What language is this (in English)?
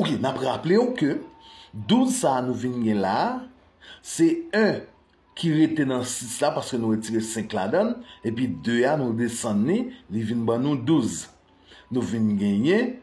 Haitian Creole